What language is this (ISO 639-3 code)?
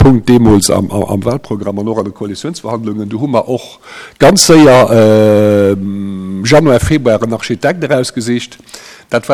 ltz